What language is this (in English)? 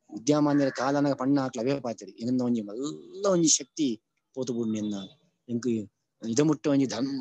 Tulu